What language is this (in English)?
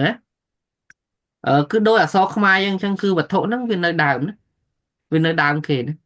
Khmer